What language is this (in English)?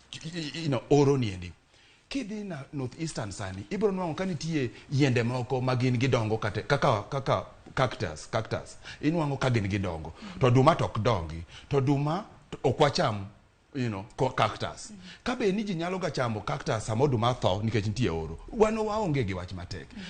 Luo (Kenya and Tanzania)